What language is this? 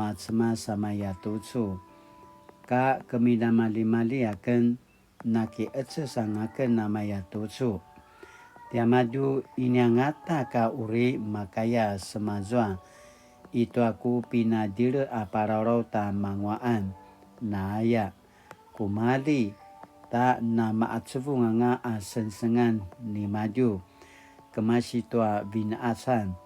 Paiwan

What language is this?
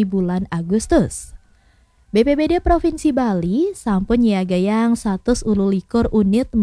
Balinese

